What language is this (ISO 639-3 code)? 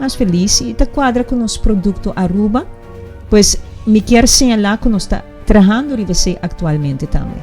pap